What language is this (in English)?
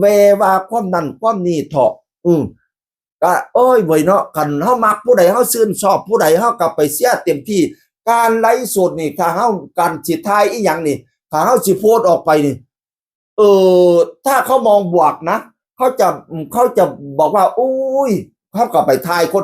Northeastern Thai